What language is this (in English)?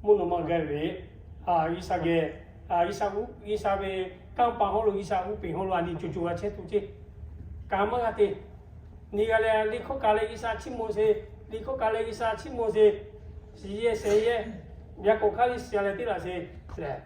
Lahu